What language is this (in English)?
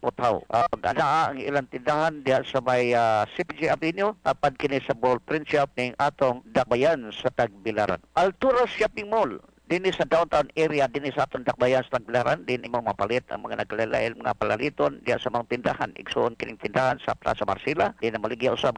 Cebuano